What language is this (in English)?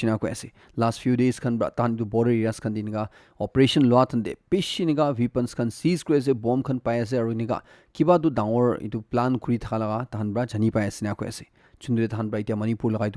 Naga Pidgin